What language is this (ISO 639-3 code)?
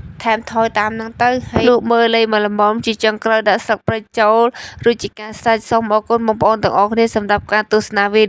khm